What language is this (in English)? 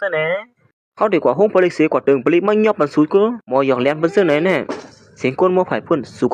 Shan